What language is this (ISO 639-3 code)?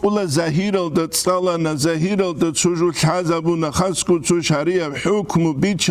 ava